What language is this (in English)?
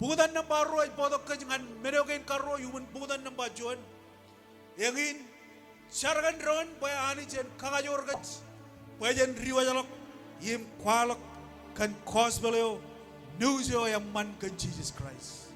Marshallese